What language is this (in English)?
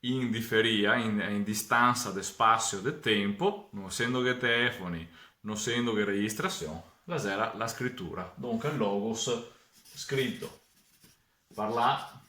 Venetian